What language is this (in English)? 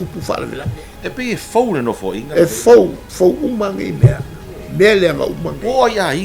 Samoan